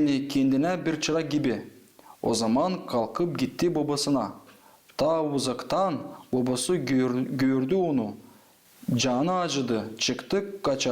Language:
Gagauz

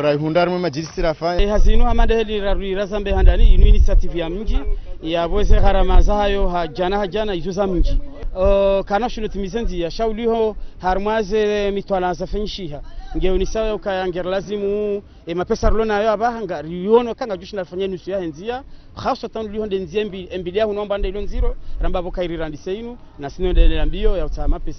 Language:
Ngazidja Comorian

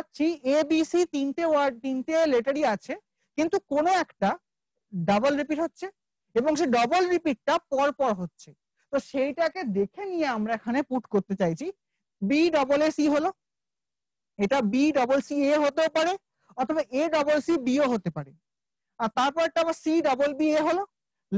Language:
Bangla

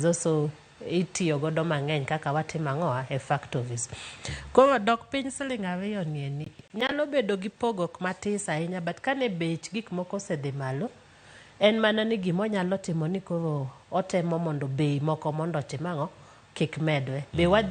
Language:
Luo (Kenya and Tanzania)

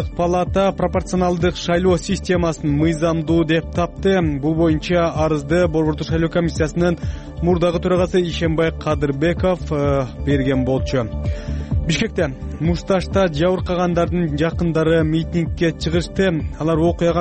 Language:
Kyrgyz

